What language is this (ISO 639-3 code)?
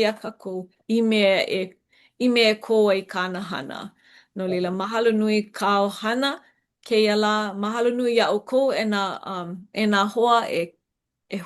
haw